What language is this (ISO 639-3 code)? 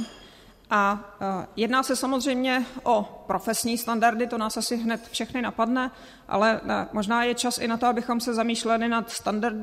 ces